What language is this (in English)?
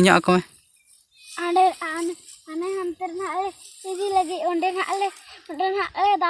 Santali